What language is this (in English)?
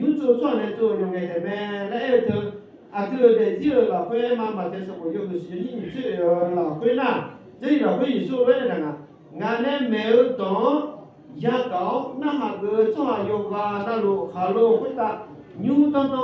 Akha